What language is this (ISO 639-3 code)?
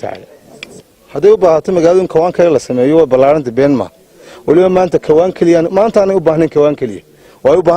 som